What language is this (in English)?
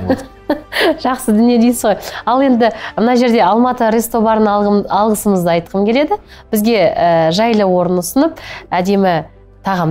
Kazakh